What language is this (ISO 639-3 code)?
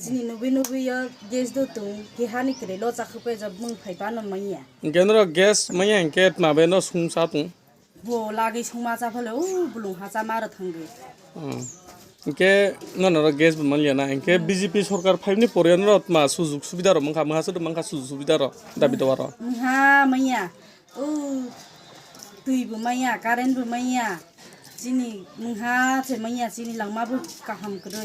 trp